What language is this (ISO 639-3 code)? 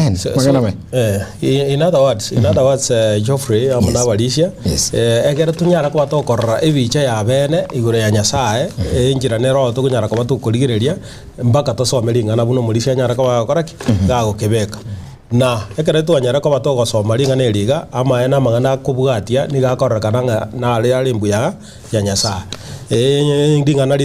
guz